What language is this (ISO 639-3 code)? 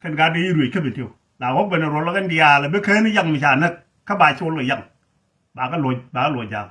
nus